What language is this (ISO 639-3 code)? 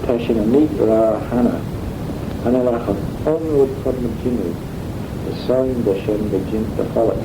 glv